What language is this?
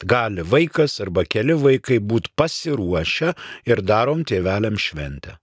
Lithuanian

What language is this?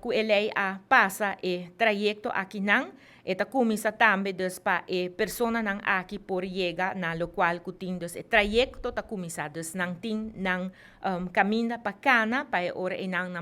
Papiamento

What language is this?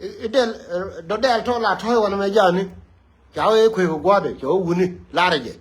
Nuer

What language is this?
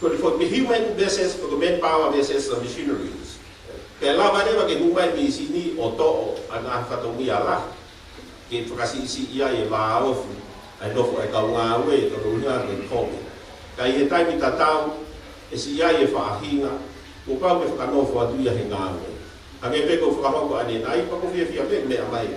Tongan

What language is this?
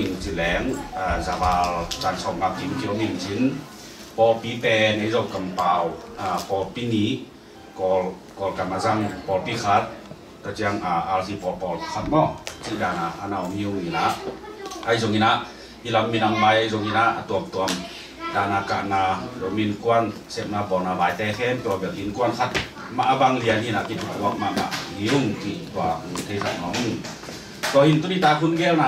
Tedim Chin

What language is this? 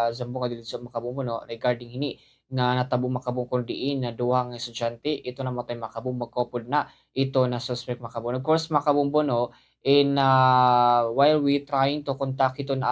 Waray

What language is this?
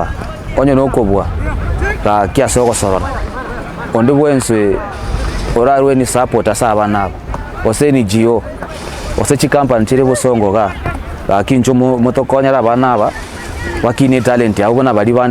Gusii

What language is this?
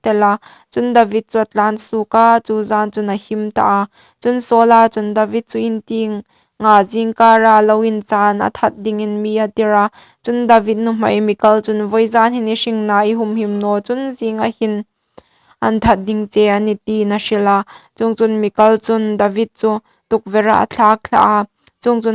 Hmar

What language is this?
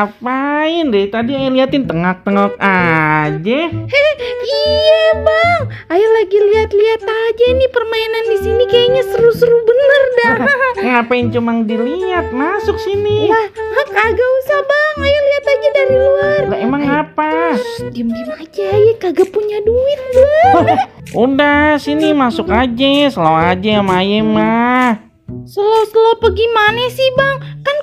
Betawi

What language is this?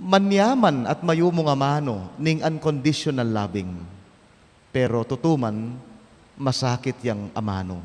Pampanga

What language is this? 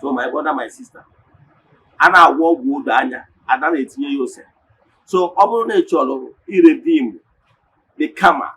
Igbo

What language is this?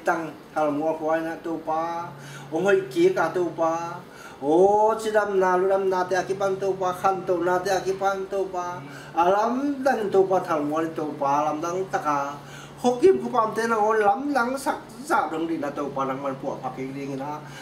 Tedim Chin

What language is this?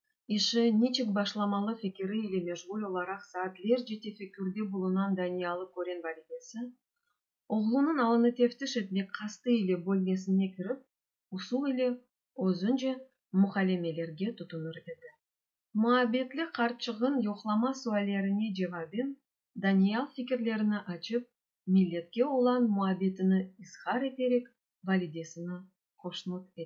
Crimean Tatar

